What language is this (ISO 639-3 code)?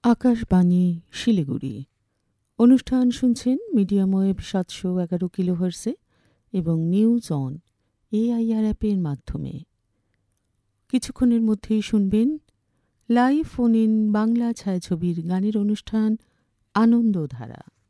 ben